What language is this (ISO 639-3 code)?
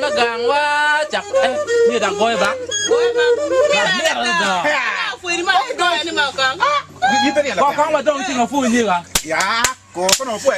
ach